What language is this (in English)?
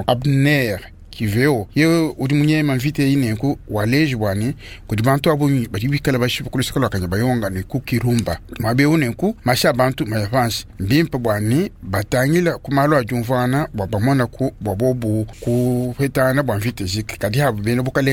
Luba-Lulua